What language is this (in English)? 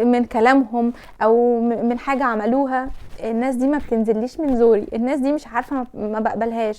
Egyptian Arabic